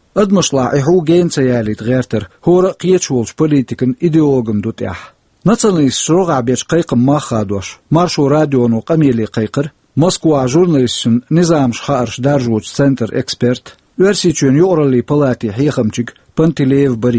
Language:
Chechen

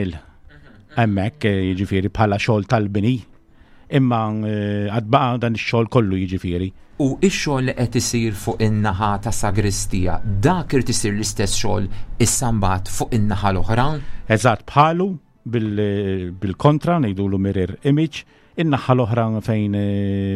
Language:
Maltese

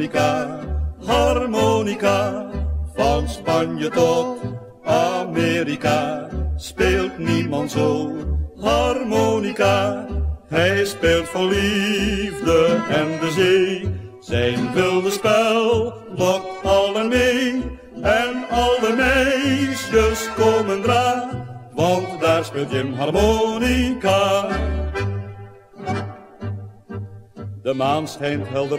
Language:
Dutch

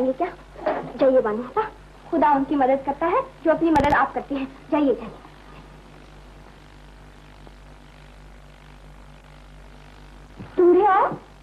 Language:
Hindi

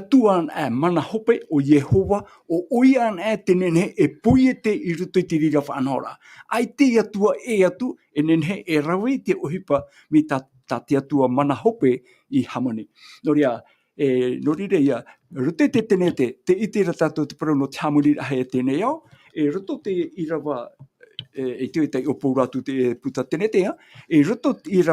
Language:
Tahitian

